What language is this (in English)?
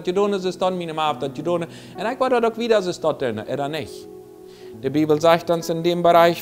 Plautdietsch